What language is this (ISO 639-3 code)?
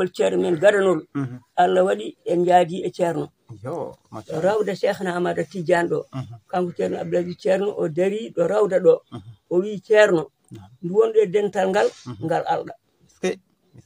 ful